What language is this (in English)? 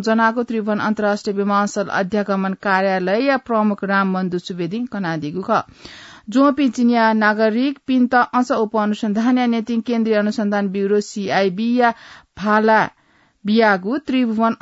Newari